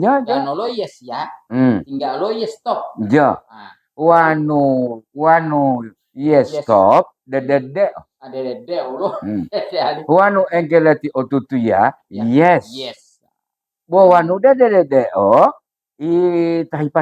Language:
Gorontalo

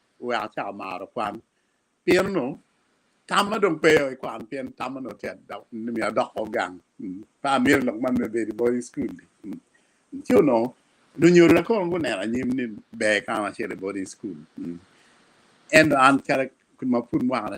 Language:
Acoli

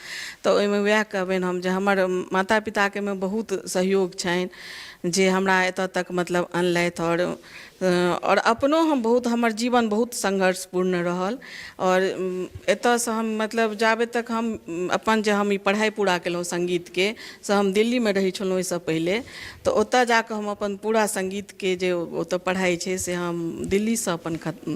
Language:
Maithili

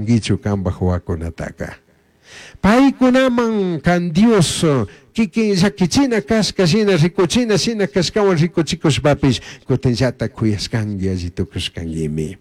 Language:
Chimborazo Highland Quichua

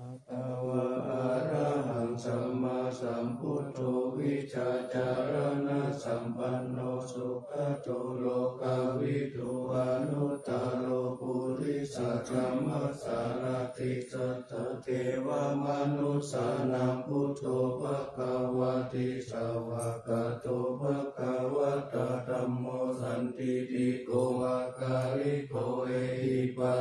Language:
Pali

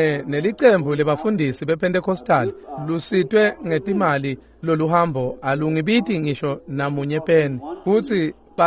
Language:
Swati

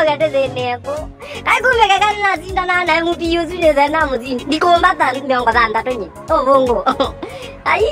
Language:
Kamba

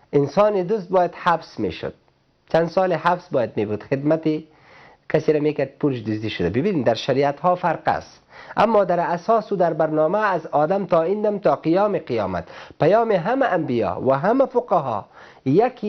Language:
Persian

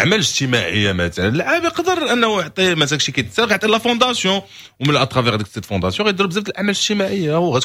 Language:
Moroccan Arabic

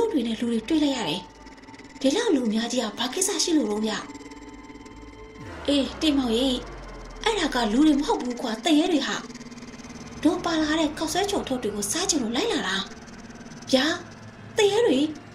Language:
Burmese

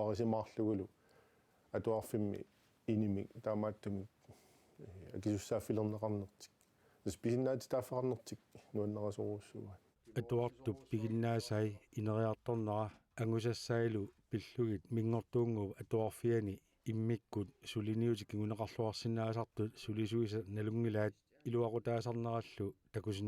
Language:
Kalaallisut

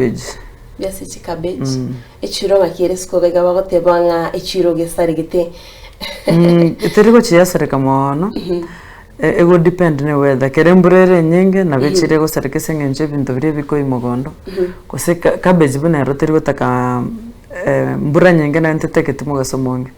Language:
Gusii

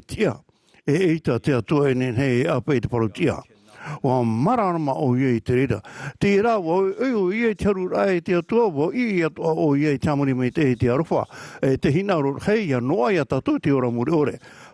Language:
Tahitian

